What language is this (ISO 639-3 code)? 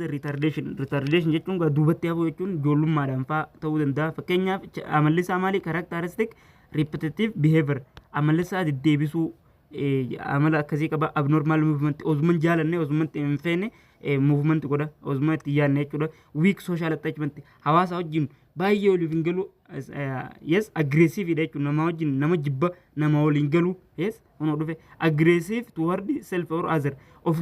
orm